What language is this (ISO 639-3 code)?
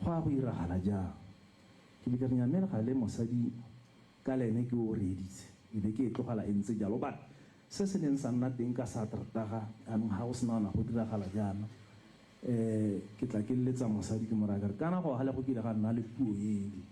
tsn